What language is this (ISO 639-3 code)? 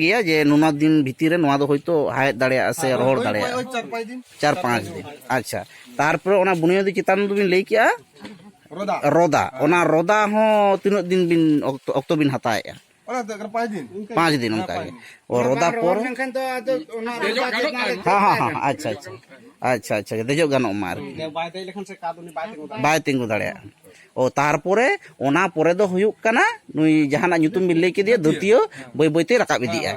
sat